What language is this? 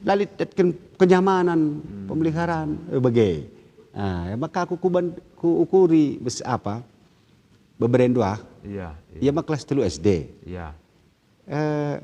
Batak Karo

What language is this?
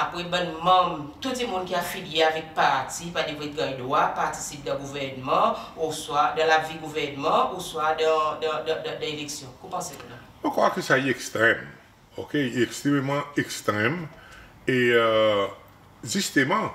Seselwa Creole French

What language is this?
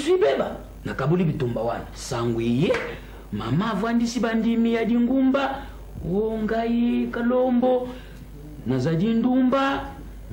Lingala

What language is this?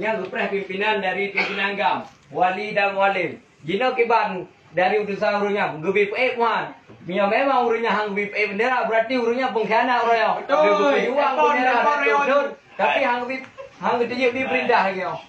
Achinese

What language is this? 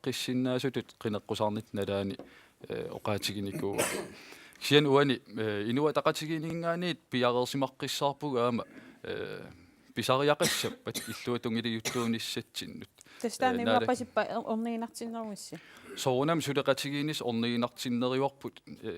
Kalaallisut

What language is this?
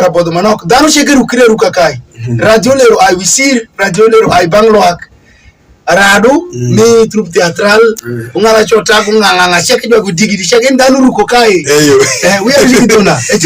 Alur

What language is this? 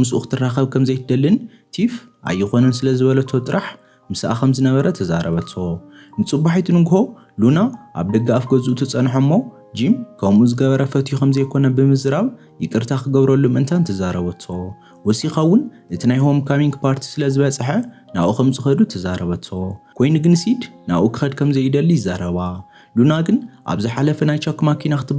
Tigrinya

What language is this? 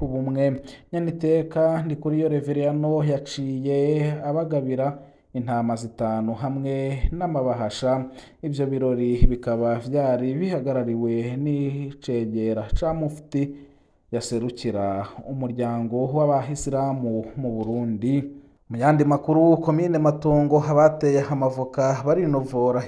Rundi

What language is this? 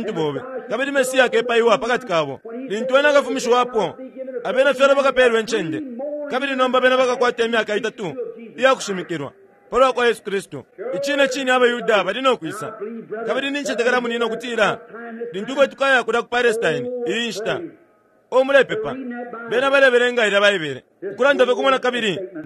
Bemba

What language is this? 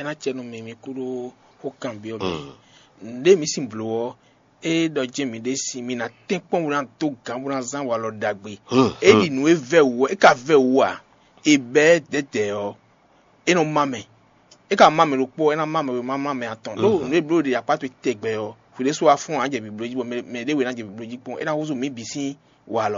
Fon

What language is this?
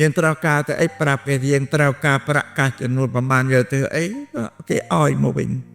Khmer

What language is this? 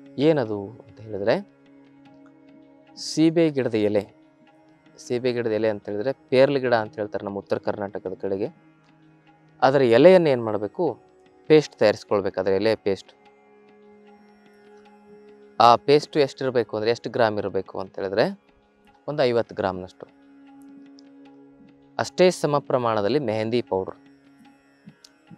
Kannada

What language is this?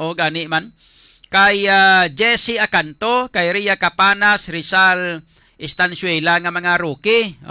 Hiligaynon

